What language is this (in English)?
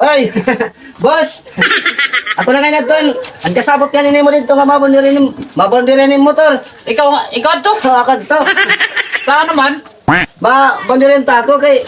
Waray